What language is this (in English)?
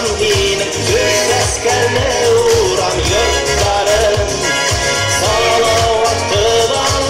Bashkir